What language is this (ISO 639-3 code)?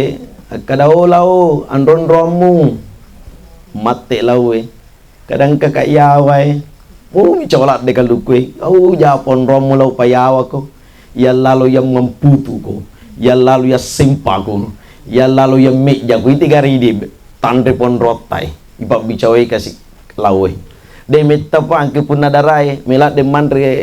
bug